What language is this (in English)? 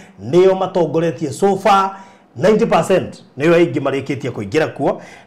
Kikuyu